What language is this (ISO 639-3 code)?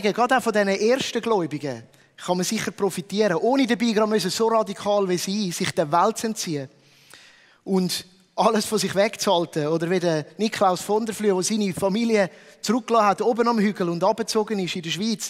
gsw